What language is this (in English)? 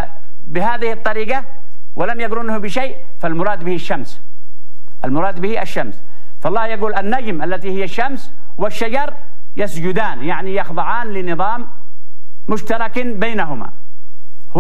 Arabic